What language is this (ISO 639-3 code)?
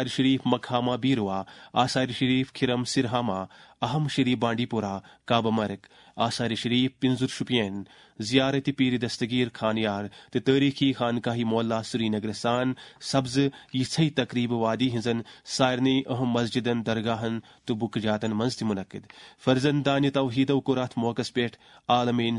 kas